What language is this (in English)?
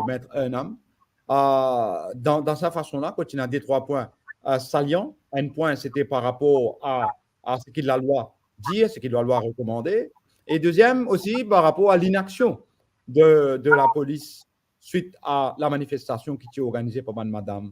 Morisyen